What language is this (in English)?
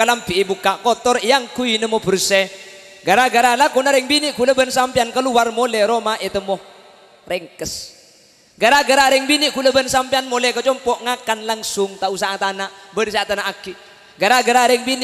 Madurese